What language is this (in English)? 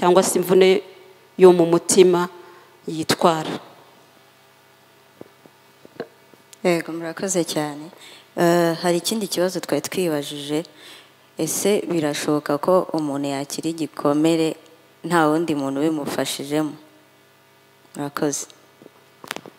Kinyarwanda